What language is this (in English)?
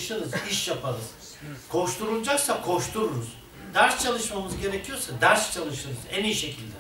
Turkish